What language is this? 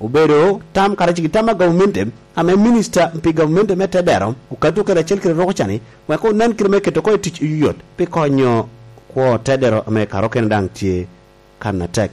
Lango (Uganda)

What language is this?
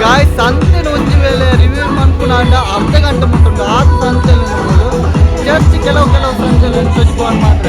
Tulu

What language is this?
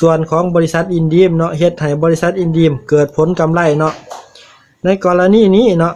Lao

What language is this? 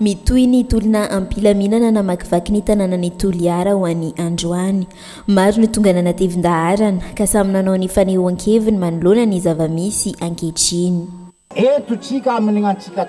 Malagasy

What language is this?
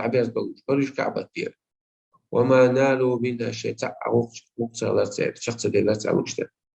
Chechen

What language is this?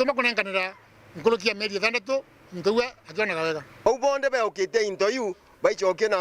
Meru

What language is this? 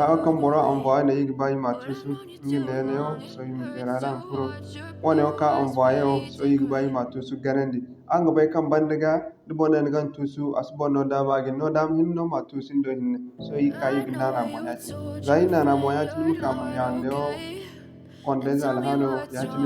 Zarma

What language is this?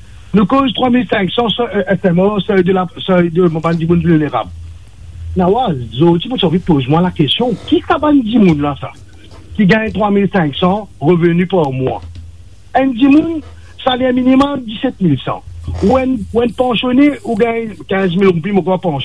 Morisyen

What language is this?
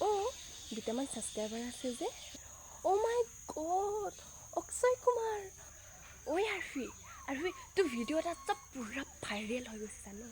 Assamese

